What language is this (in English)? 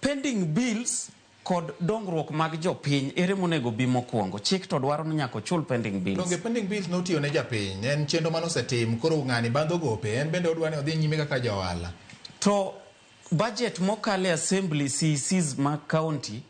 Luo (Kenya and Tanzania)